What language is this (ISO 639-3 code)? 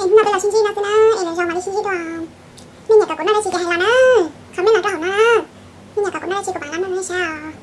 hmn